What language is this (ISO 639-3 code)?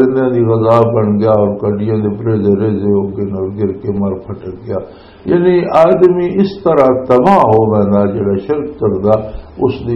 lah